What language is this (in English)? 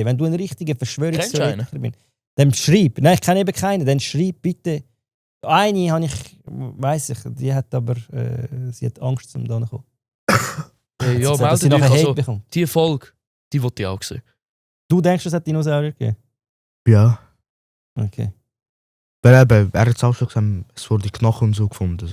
Swiss German